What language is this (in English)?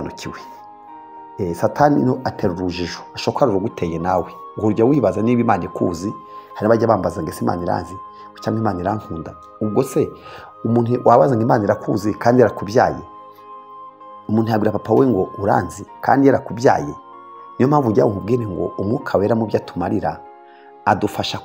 Kinyarwanda